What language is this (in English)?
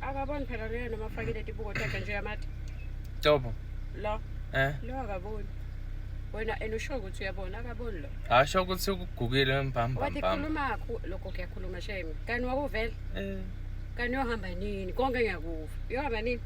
Zulu